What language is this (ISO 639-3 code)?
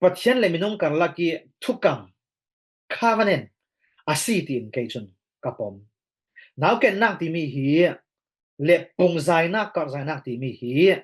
cfm